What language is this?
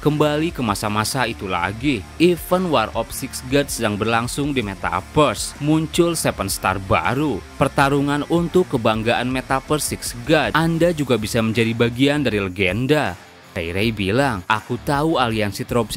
Indonesian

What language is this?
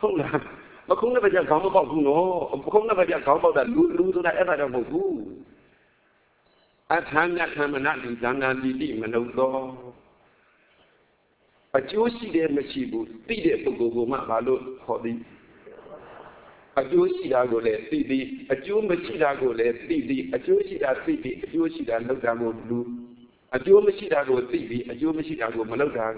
Burmese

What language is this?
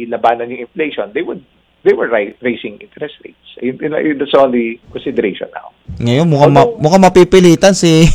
Filipino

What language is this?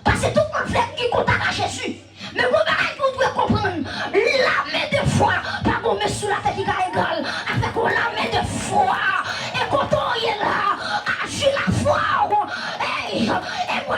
Haitian Creole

